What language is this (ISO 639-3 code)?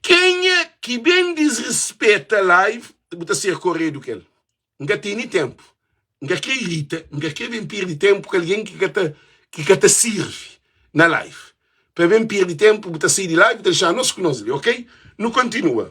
kea